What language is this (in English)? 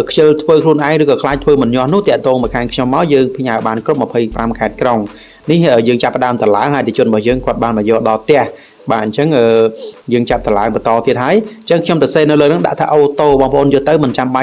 Khmer